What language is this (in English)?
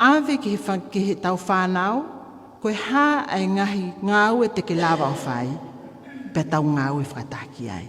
Tongan